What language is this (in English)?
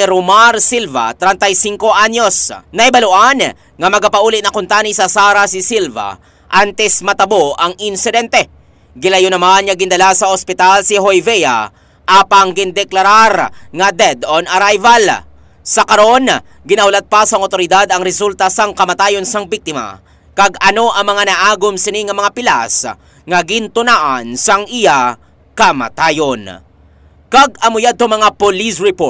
Hiligaynon